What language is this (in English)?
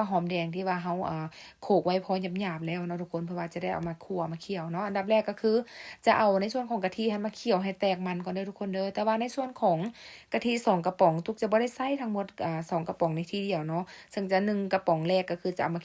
Lao